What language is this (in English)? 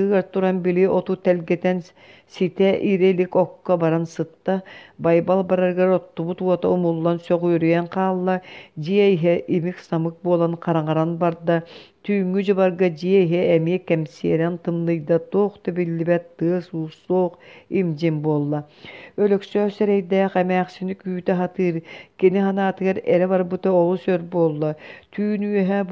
Yakut